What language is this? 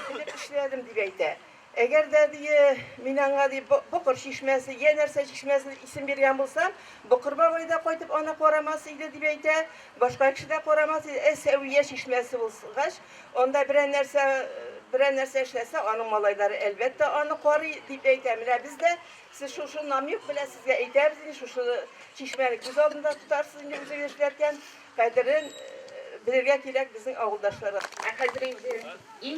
Tatar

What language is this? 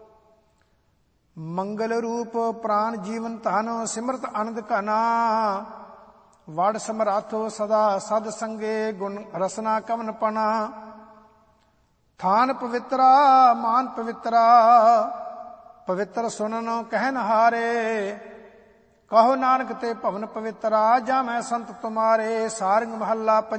Punjabi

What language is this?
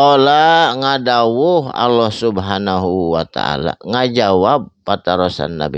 Sundanese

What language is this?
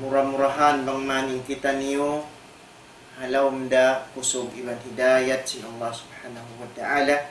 Tausug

